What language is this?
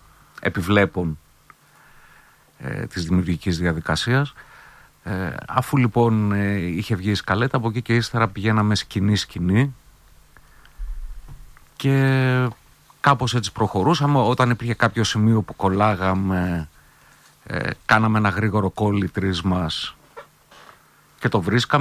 Greek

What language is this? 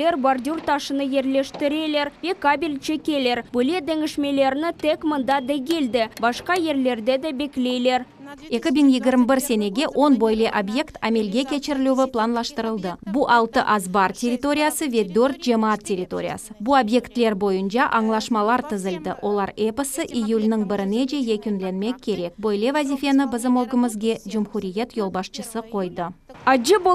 Crimean Tatar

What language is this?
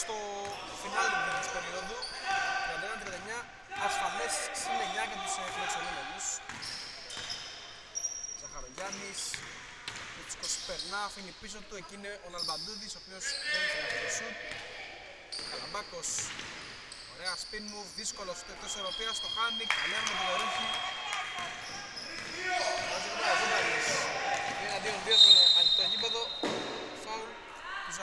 Greek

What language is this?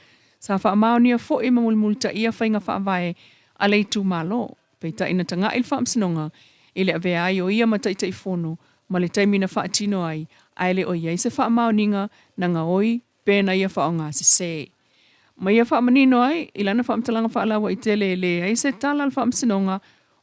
Samoan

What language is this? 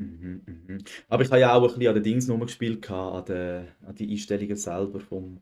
Swiss German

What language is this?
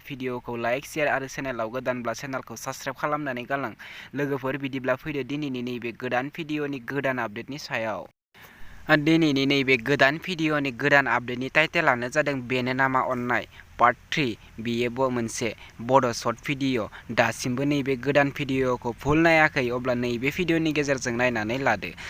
Bodo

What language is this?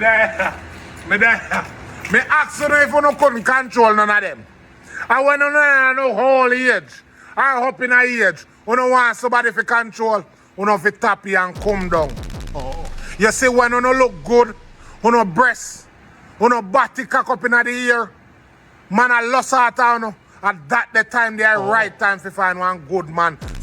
Jamaican Creole English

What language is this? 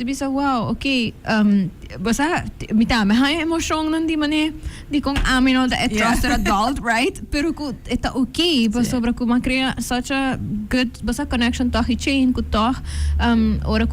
Papiamento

